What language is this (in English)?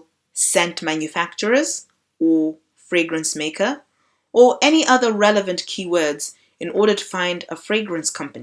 English